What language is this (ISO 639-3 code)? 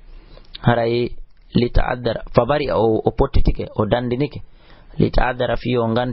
ful